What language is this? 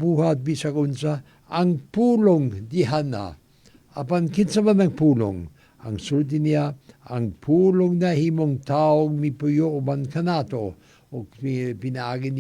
Cebuano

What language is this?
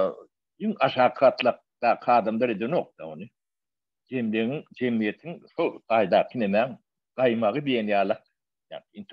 Turkmen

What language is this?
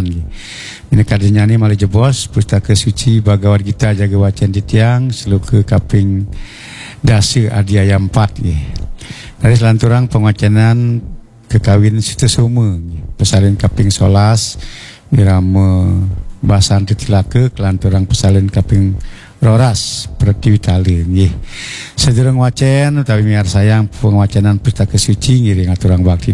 Balinese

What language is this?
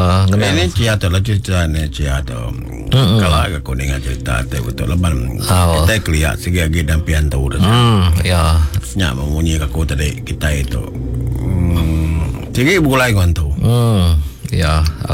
Iban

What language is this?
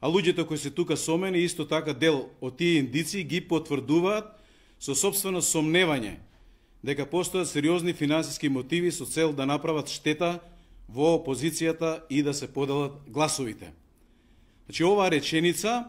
Macedonian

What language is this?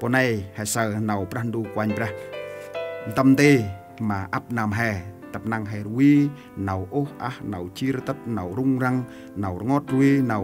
Central Mnong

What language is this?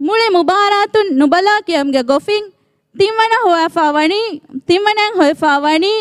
Divehi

